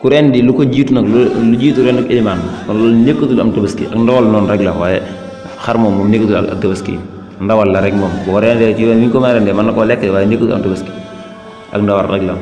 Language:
Wolof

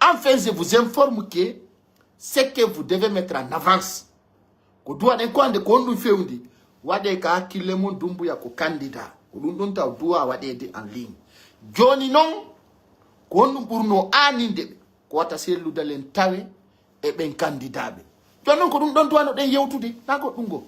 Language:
Pular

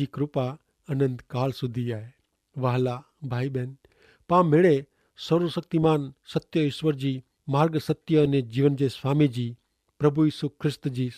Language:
Kachhi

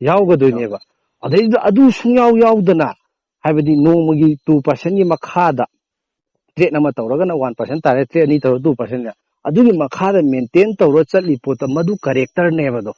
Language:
Manipuri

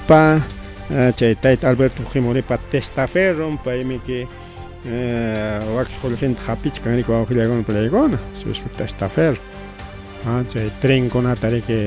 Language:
Ayacucho Quechua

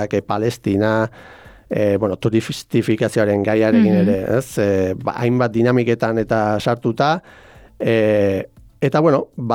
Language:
Basque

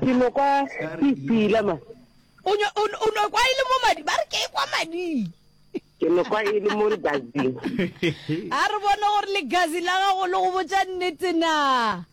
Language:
Northern Sotho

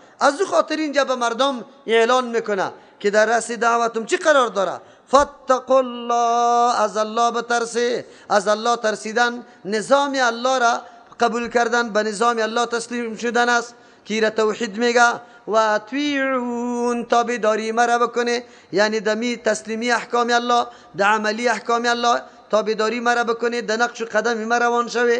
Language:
Persian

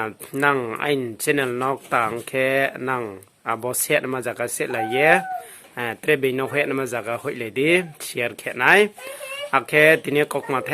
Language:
Riang (India)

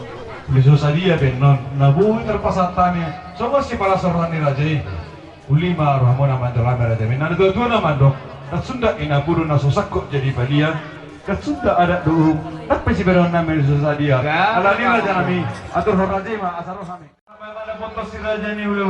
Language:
Batak Toba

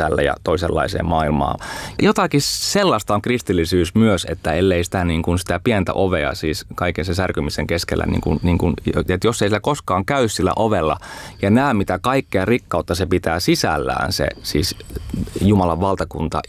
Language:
Finnish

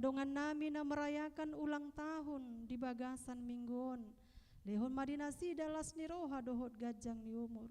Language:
Batak Toba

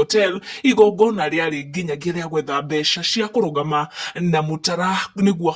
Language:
Kikuyu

